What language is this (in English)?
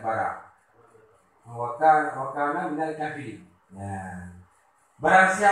Achinese